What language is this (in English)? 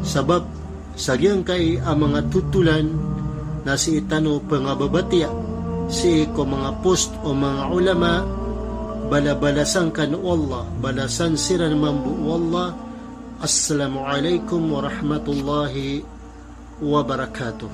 Maranao